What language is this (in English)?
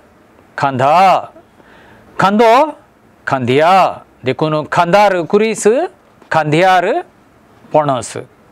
Konkani